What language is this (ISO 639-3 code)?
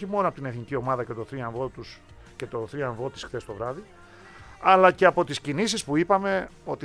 ell